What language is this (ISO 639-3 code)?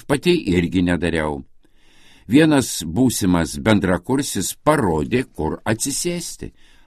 lit